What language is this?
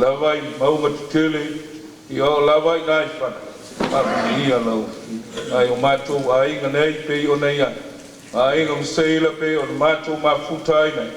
Samoan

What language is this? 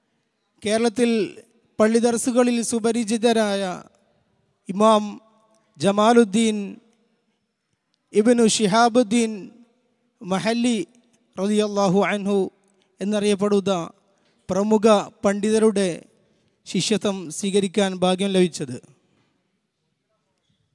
Malayalam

